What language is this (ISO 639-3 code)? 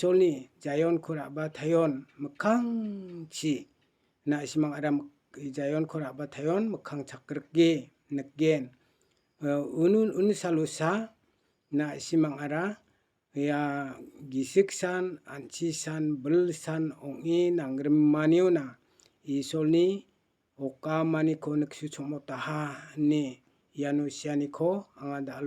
grt